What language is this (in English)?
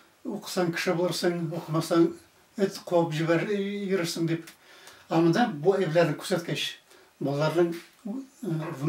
Tatar